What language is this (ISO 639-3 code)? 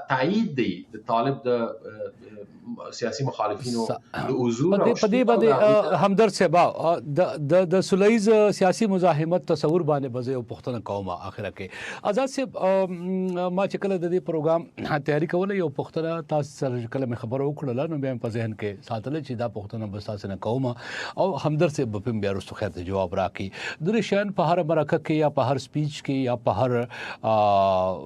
pus